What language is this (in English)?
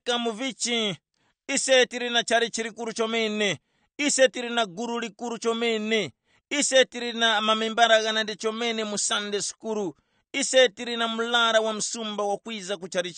Tumbuka